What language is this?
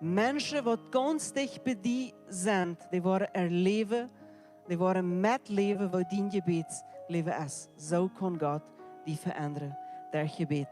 Plautdietsch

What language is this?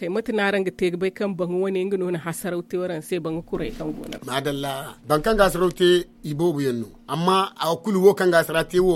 Zarma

